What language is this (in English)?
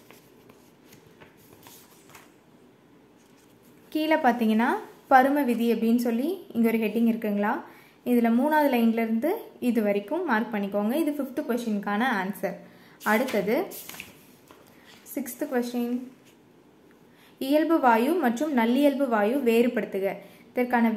Tamil